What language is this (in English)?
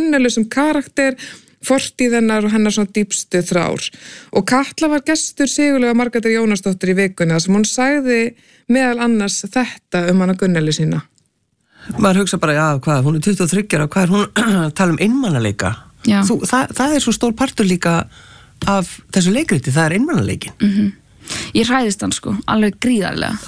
Icelandic